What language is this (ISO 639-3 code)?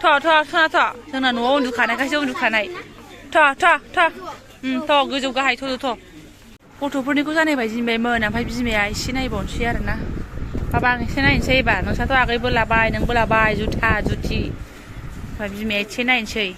brx